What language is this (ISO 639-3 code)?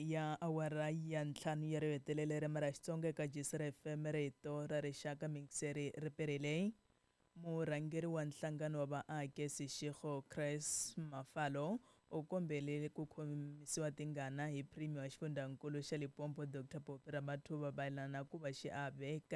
tso